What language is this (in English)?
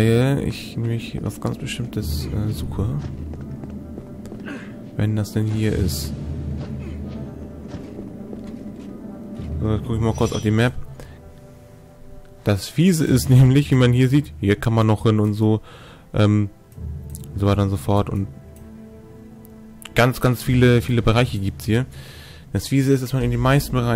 German